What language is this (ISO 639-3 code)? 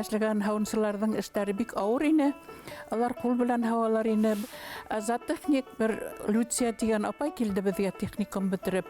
bak